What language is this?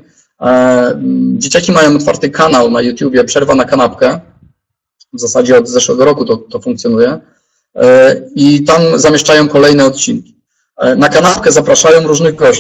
Polish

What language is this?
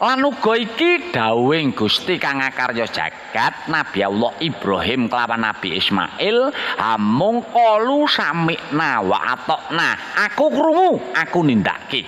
Javanese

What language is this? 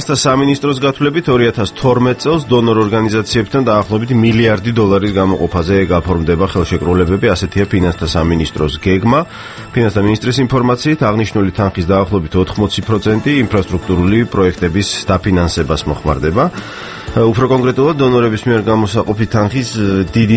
Georgian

